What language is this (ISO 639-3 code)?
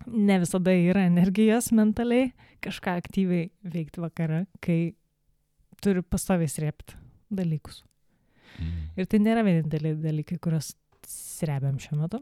lit